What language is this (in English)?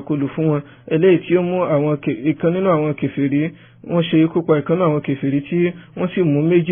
Yoruba